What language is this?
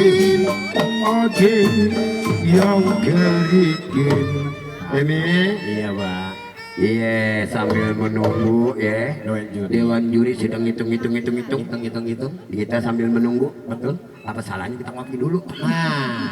Betawi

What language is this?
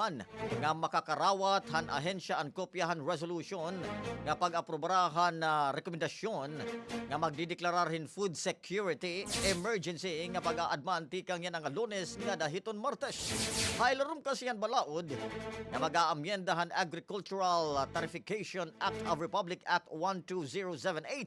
Waray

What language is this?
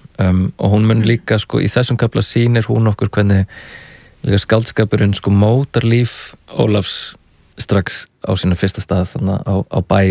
Icelandic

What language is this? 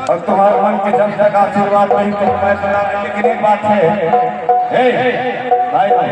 Chhattisgarhi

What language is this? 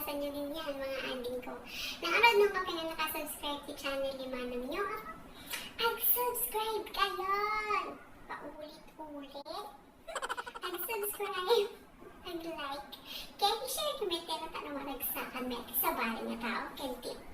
Iloko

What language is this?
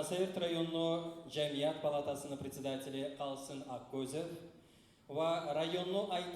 Kumyk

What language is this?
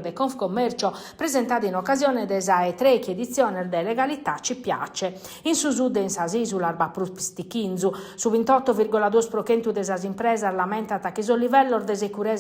Sardinian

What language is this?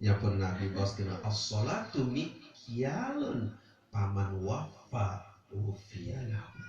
Sasak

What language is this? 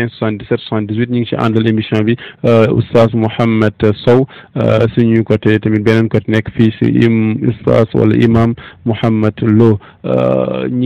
Wolof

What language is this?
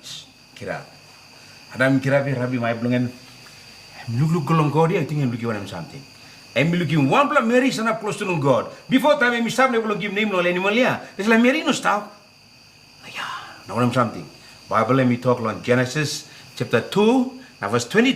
Tok Pisin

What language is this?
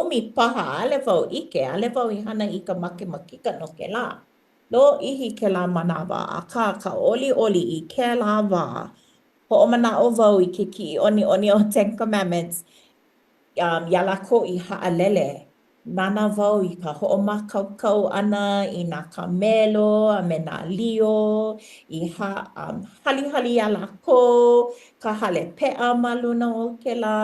Hawaiian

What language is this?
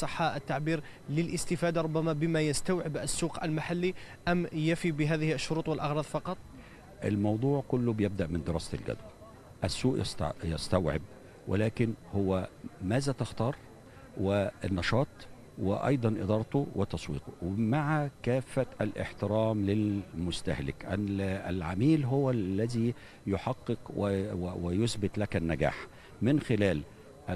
Arabic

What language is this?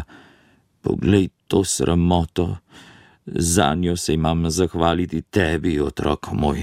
Slovenian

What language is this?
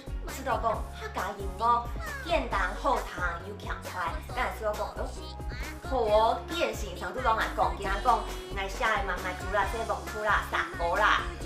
Hakka Chinese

